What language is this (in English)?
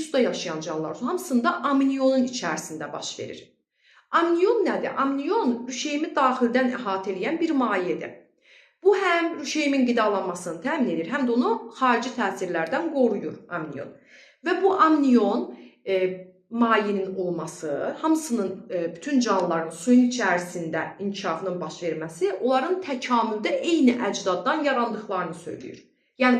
Azerbaijani